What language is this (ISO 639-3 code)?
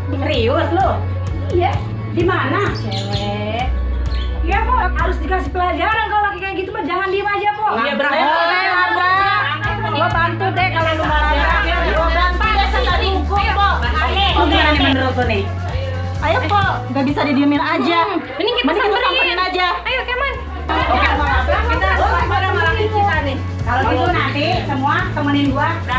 bew